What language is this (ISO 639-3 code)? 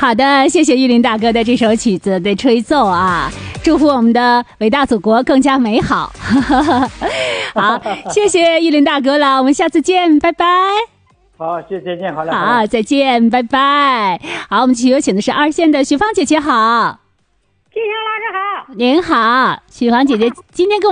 zho